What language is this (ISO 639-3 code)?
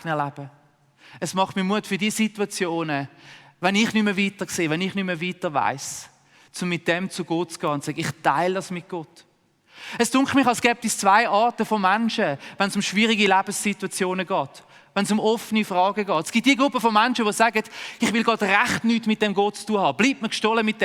gsw